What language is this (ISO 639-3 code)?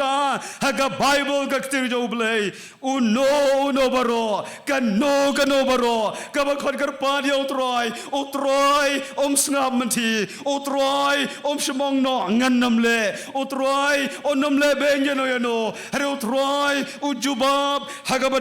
kha